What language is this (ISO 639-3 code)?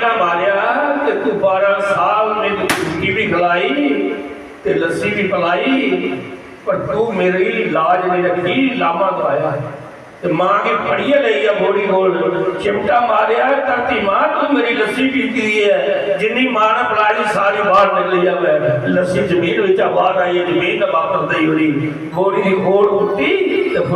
doi